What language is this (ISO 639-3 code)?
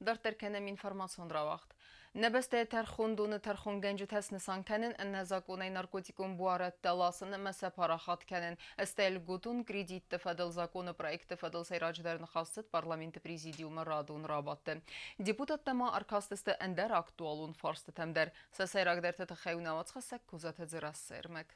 oss